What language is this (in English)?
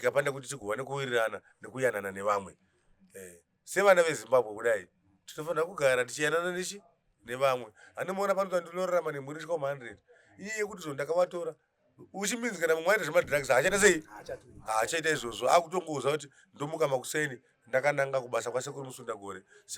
Shona